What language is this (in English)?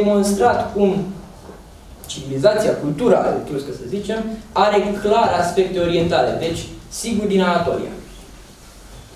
Romanian